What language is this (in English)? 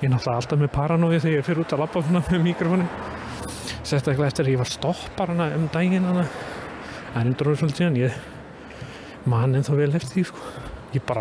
Icelandic